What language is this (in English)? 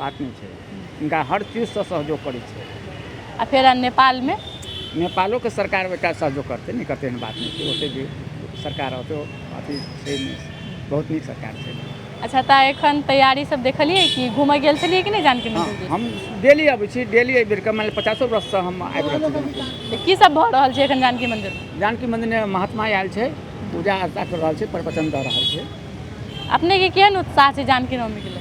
Maithili